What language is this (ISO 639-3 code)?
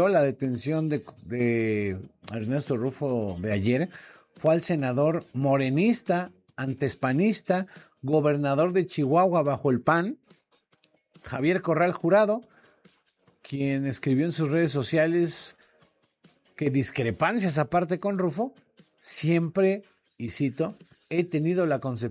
spa